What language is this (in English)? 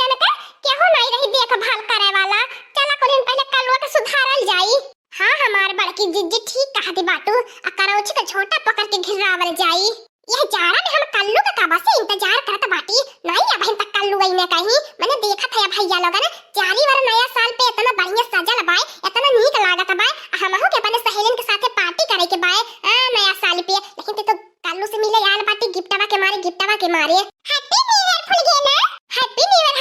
Awadhi